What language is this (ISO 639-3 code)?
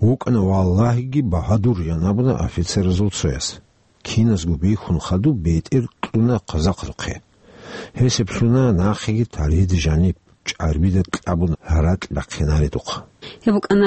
ava